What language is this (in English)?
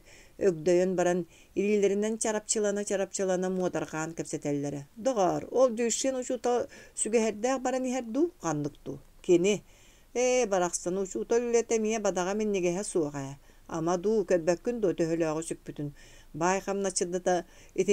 Yakut